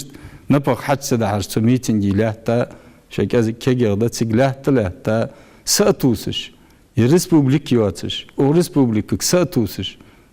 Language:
Ingush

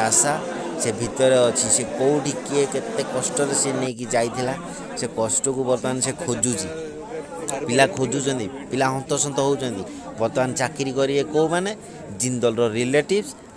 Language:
Odia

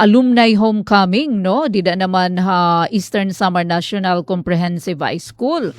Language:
Waray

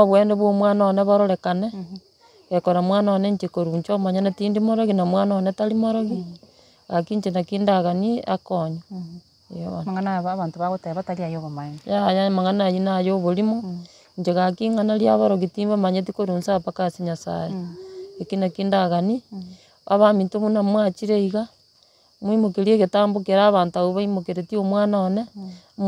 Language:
Gusii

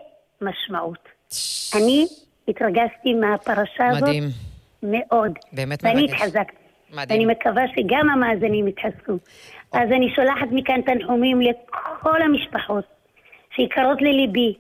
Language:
Hebrew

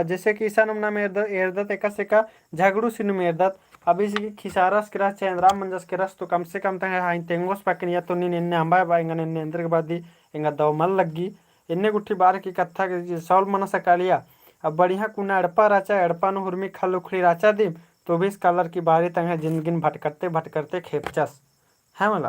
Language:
Kurukh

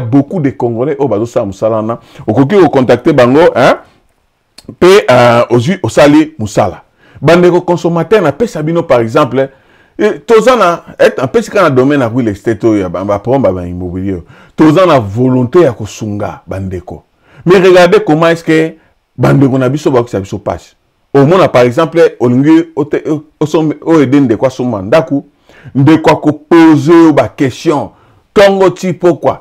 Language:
Lingala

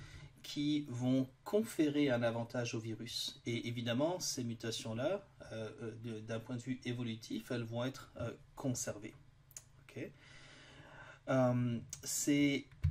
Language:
French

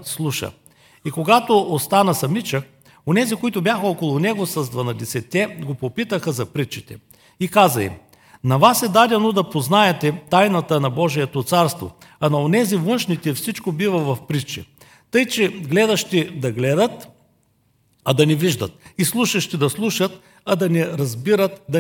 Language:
Bulgarian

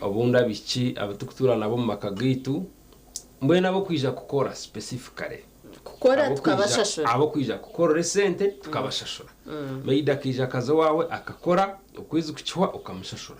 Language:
Nyankole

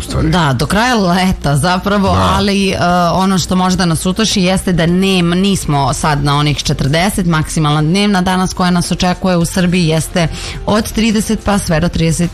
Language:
Serbian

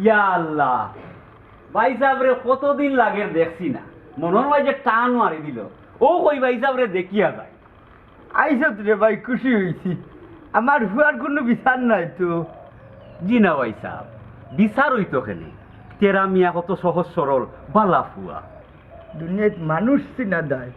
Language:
Sylheti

